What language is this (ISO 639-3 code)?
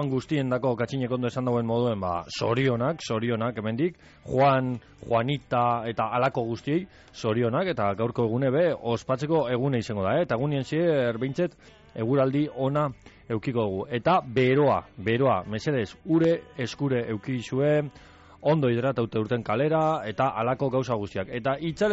eus